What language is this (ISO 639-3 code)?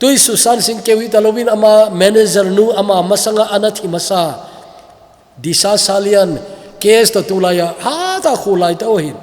tcz